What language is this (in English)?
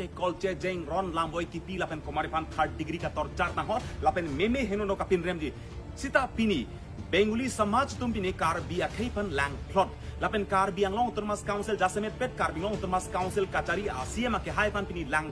Karbi